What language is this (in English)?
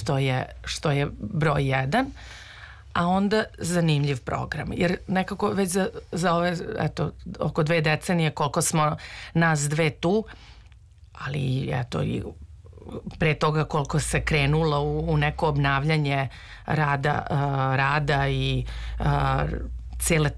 Serbian